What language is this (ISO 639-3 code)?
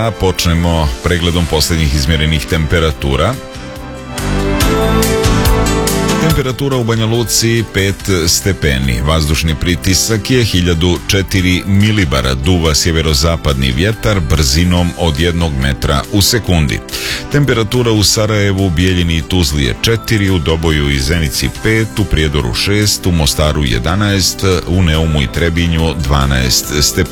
srp